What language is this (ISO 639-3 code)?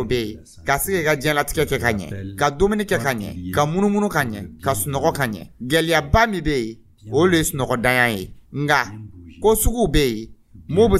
dyu